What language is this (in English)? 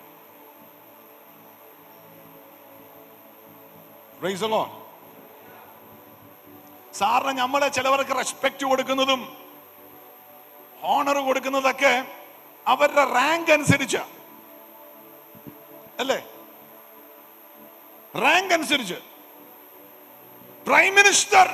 Malayalam